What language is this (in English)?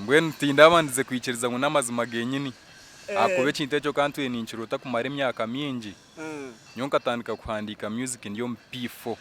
Nyankole